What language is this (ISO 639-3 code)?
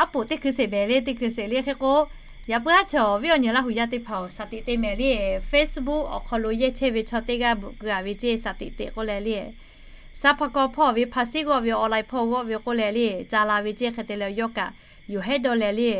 lhu